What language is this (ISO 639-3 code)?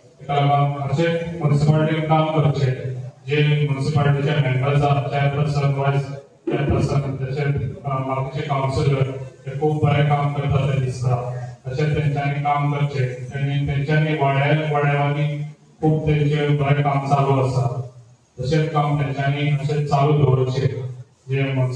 kok